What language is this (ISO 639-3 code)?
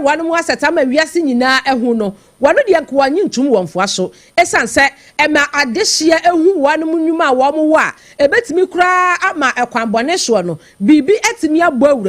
aka